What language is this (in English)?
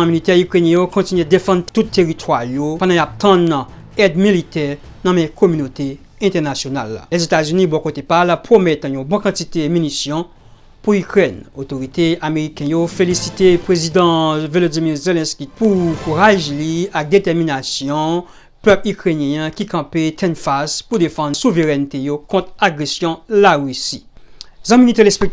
Haitian Creole